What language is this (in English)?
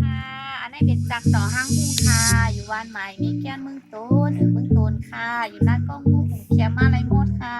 Shan